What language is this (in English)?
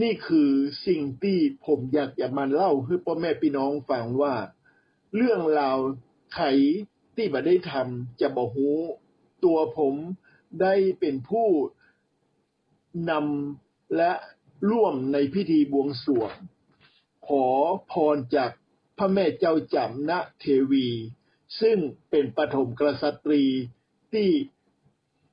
Thai